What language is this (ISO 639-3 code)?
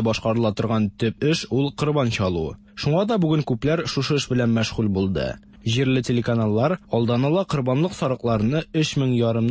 tat